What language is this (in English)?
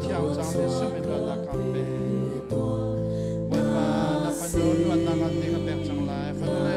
Hakha Chin